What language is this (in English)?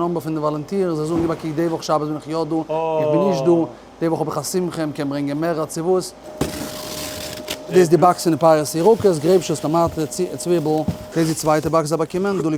Yiddish